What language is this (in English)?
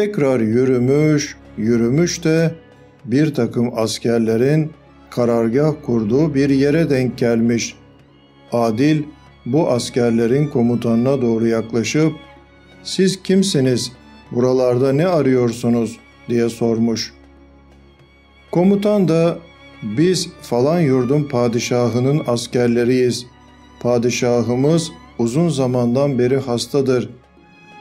Turkish